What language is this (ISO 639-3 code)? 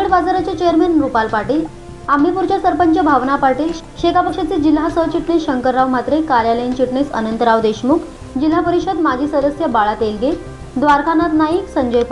mar